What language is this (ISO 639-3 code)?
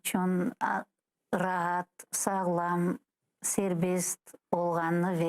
crh